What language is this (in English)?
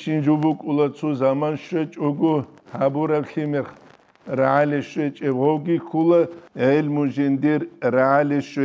Avaric